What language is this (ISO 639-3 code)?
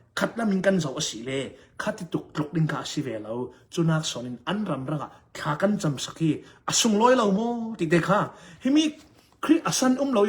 cnh